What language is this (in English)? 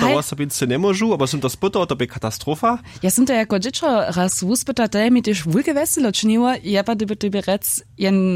Upper Sorbian